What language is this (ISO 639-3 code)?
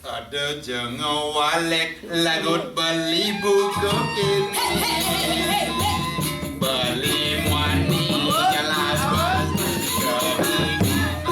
ban